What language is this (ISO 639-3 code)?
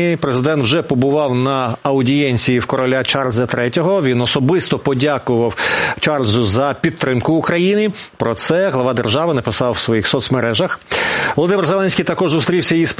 ukr